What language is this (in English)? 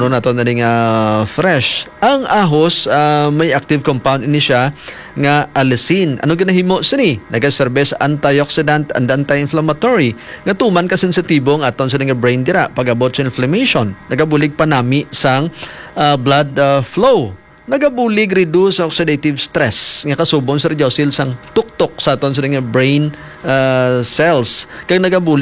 Hiligaynon